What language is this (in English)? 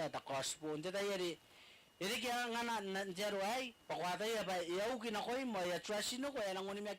Gilbertese